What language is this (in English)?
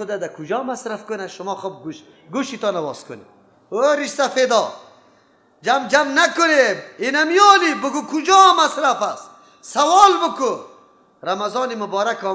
Persian